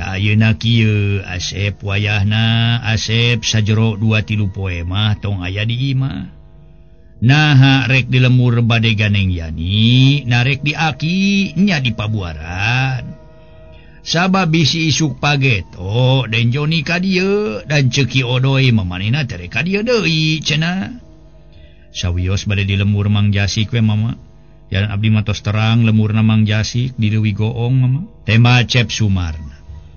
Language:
Sundanese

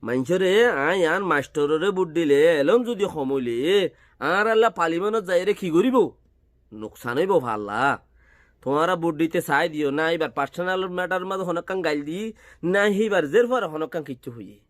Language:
Rohingya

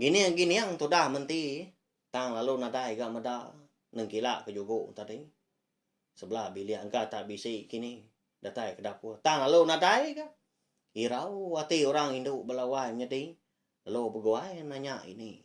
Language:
Iban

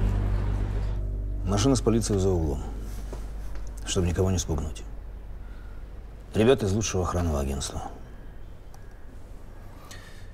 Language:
Russian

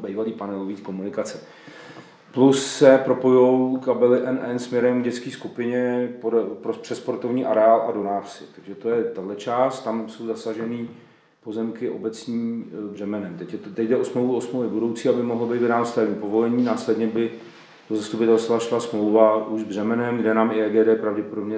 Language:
Czech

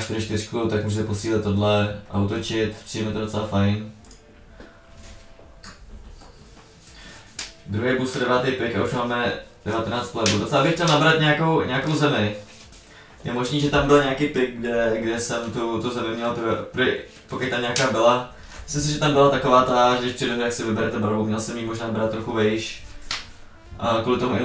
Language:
Czech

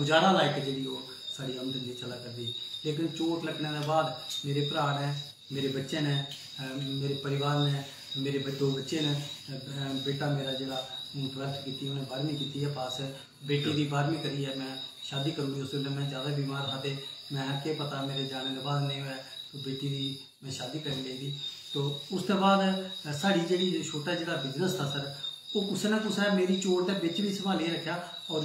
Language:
Dogri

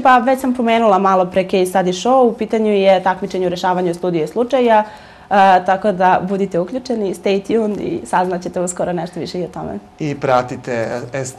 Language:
Serbian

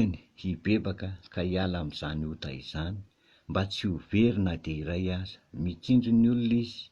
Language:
Malagasy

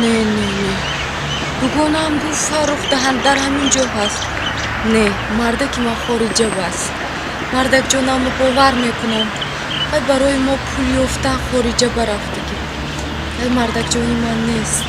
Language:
Tajik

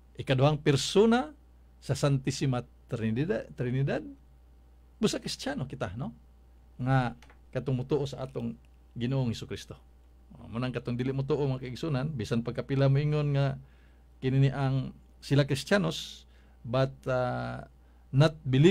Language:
Cebuano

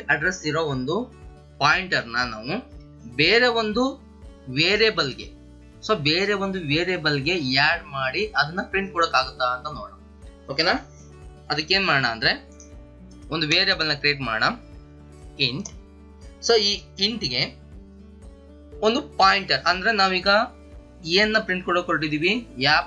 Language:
Kannada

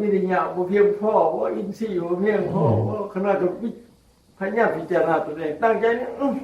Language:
Northeastern Thai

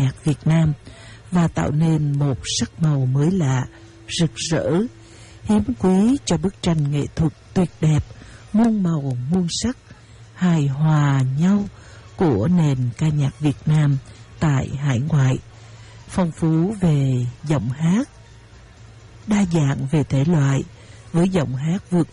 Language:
Vietnamese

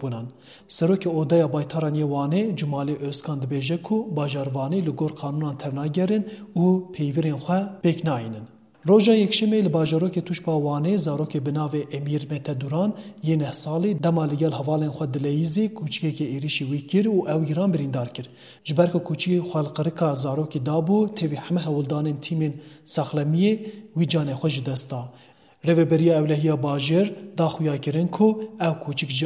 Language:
Kurdish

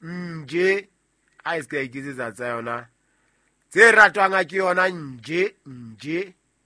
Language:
Southern Sotho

